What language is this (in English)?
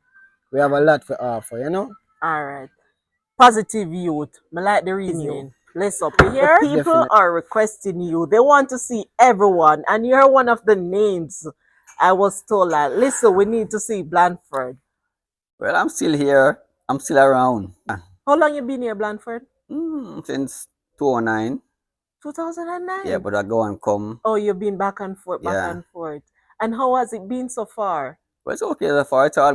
Jamaican Creole English